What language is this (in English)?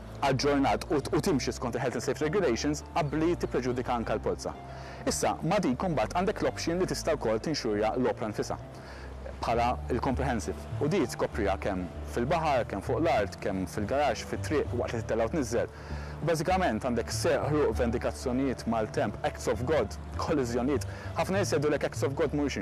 Maltese